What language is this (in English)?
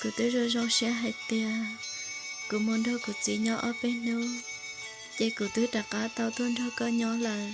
Hmong